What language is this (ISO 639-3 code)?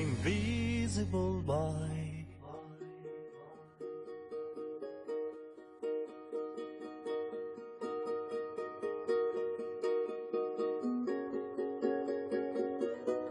ita